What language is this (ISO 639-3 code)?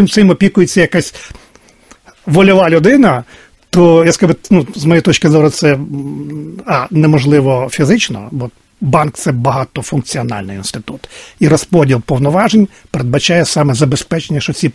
ukr